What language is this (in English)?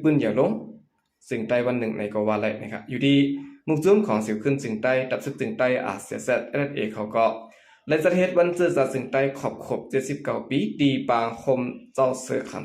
Shan